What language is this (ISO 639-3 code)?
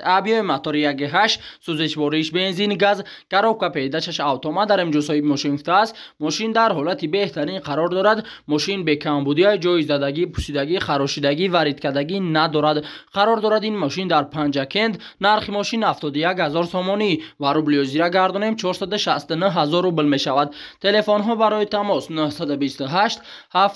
tgk